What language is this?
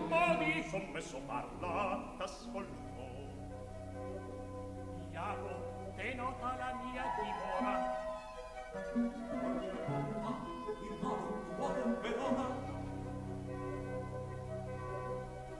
Italian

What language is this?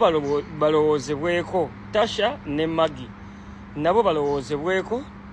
Ganda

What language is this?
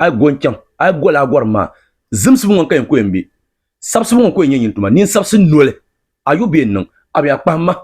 Dagbani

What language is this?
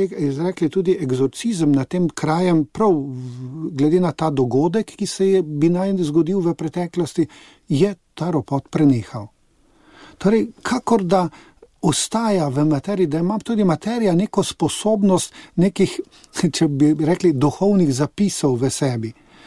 Slovenian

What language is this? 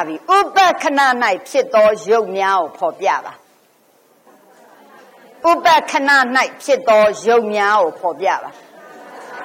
Burmese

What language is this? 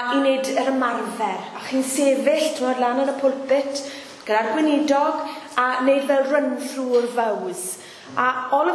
Welsh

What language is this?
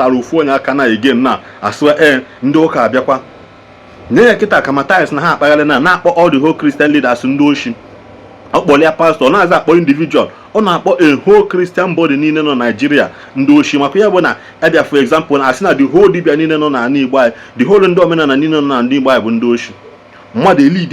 Igbo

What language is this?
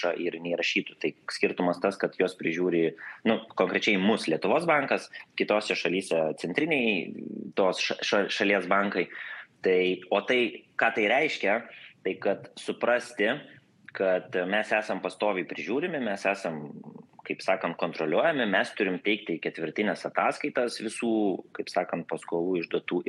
Lithuanian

